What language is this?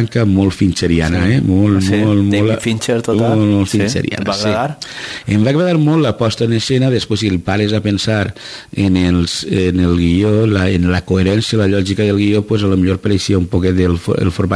Catalan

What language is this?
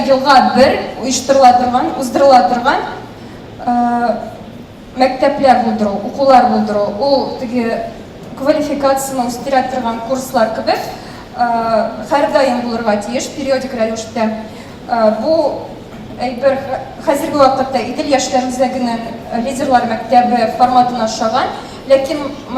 Tatar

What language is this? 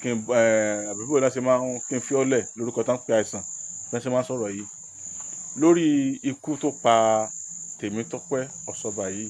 Yoruba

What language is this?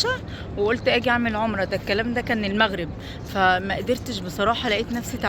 Egyptian Arabic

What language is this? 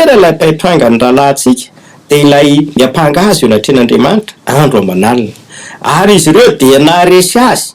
Malagasy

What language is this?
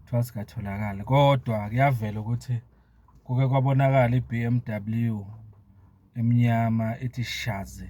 Zulu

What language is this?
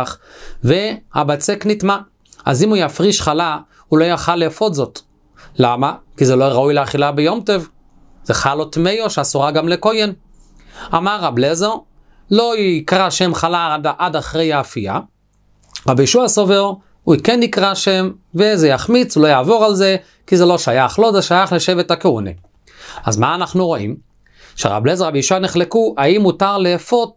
Hebrew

